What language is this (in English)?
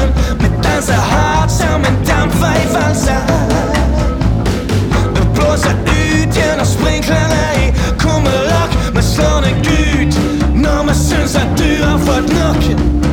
Danish